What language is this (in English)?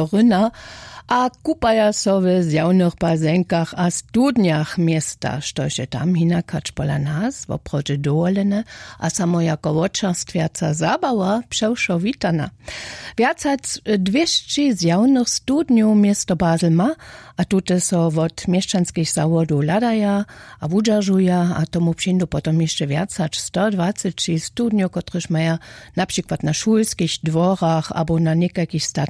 Upper Sorbian